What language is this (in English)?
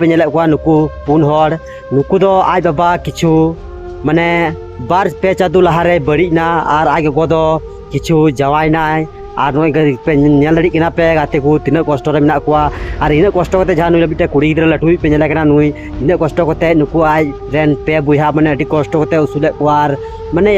Santali